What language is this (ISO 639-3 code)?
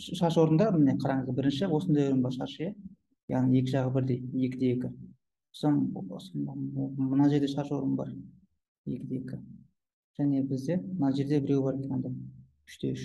kaz